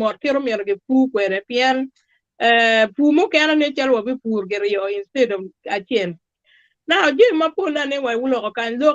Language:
Acoli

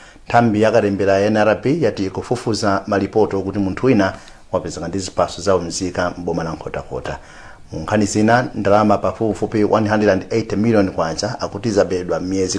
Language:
Nyanja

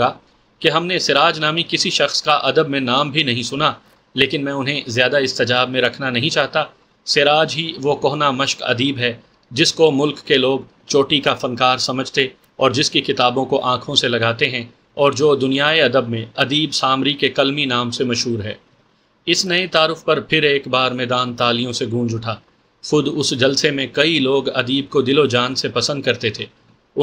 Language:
Urdu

